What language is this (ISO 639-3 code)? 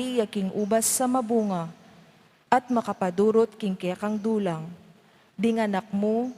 pam